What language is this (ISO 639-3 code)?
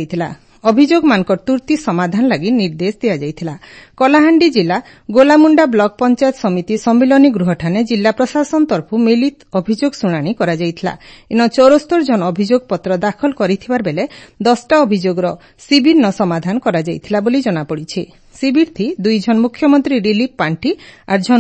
ori